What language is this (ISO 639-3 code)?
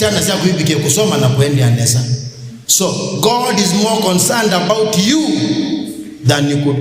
kam